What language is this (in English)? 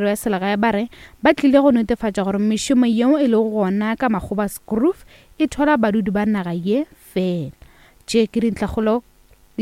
Northern Sotho